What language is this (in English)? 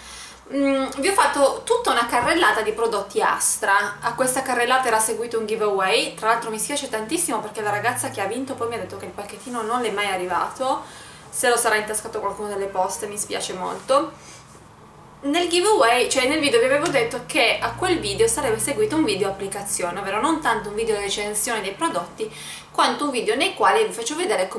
Italian